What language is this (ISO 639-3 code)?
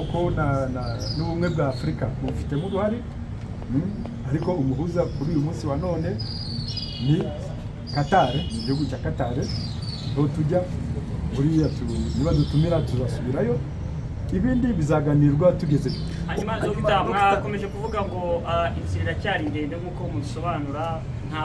kin